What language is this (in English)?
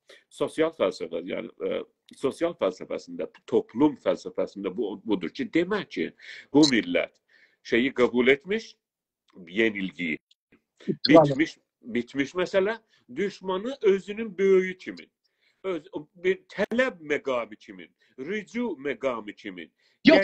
South Azerbaijani